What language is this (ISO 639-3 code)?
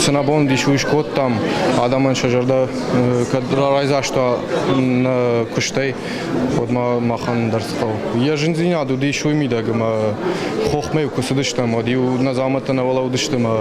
oss